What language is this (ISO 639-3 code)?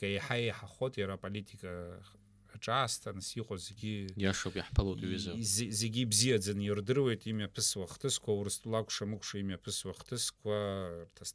abk